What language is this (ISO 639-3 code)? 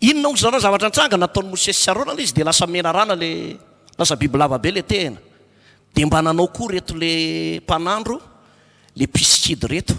mlg